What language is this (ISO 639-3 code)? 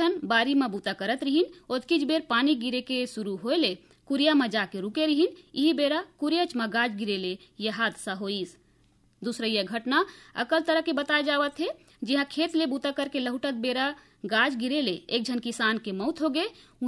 hne